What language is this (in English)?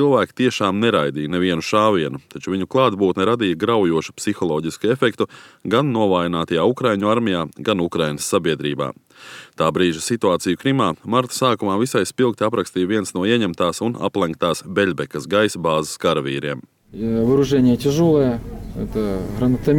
Latvian